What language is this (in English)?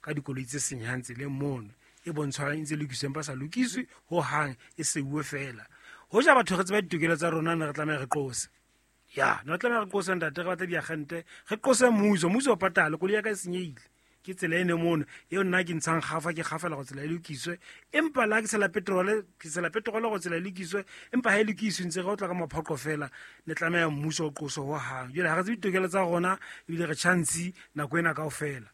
Southern Sotho